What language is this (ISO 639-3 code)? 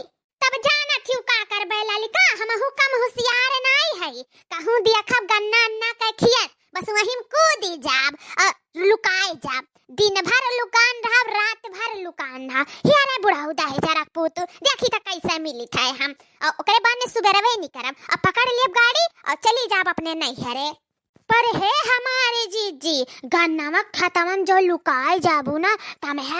awa